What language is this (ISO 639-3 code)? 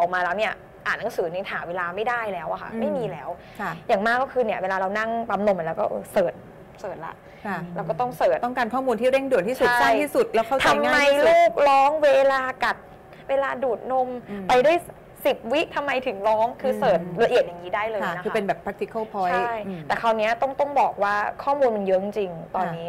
tha